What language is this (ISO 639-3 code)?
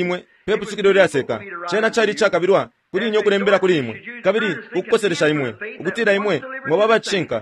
bem